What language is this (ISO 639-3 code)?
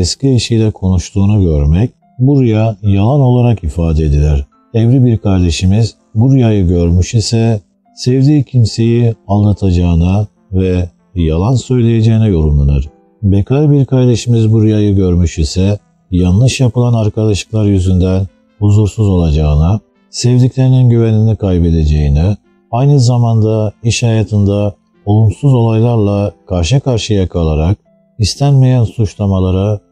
tur